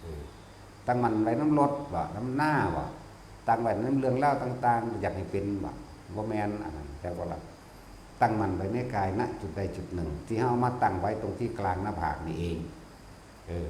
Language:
Northeastern Thai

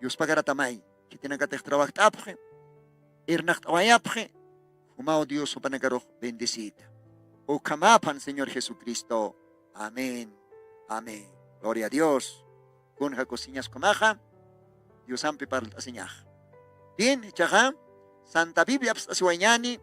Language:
Aymara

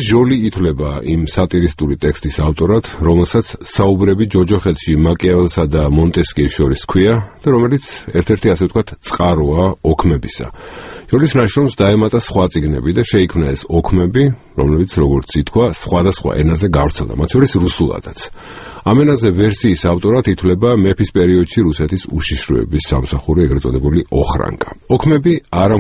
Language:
Georgian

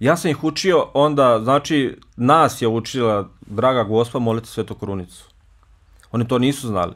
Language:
Bosnian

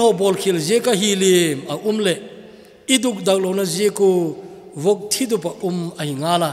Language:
Thado Chin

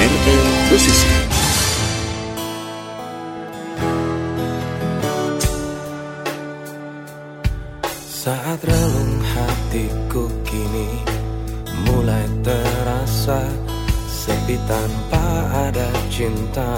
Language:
Indonesian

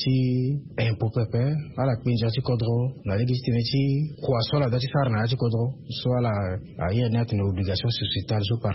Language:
Sango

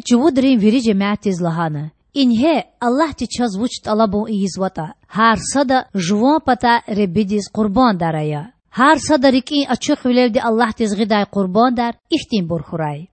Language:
Lezghian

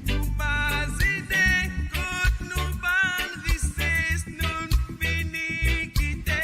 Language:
Morisyen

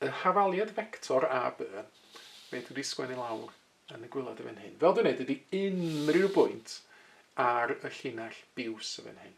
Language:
Welsh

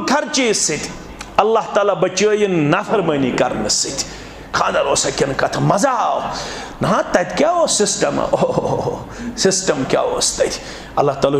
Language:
Kashmiri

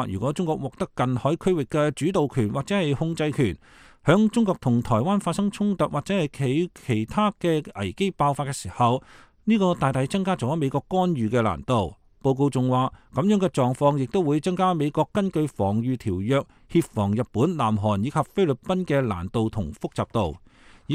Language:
Cantonese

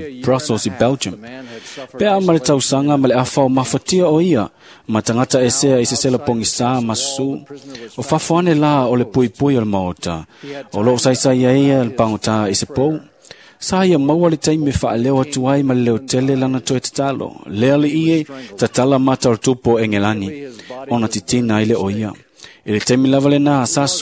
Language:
Samoan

